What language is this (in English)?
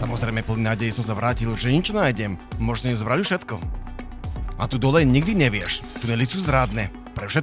Slovak